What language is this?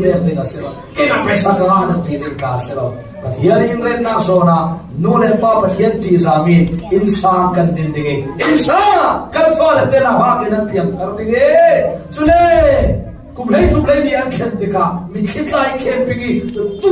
Falam Chin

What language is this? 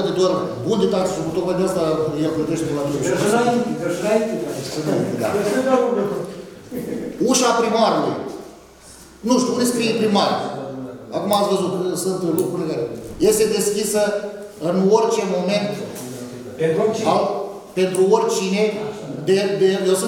Romanian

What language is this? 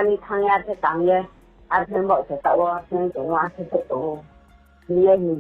Riang (India)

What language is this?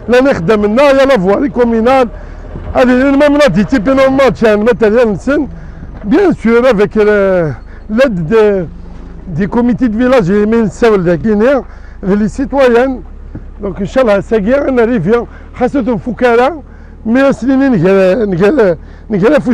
Kabyle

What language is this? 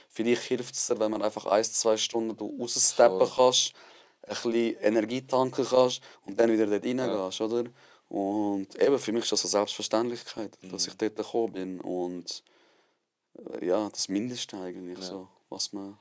Swiss German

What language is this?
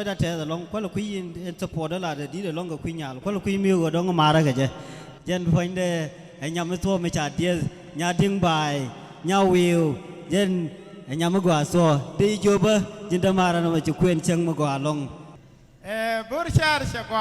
Nuer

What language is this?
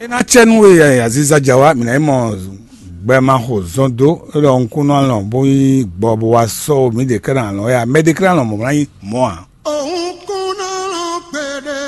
Fon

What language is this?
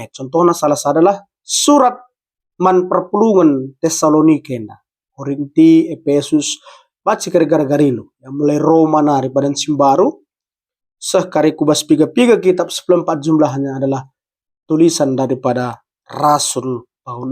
Batak Karo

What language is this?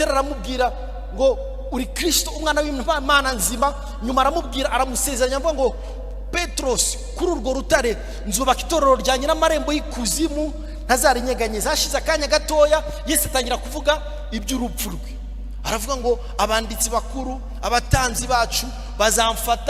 Kinyarwanda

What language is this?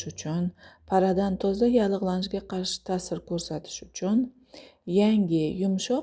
Uzbek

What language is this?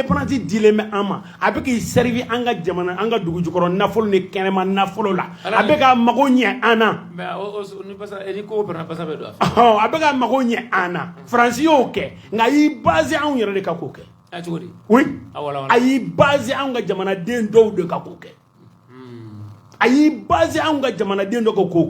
Bambara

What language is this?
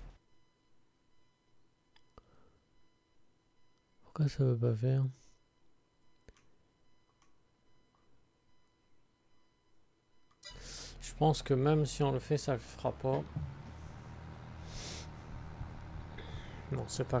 French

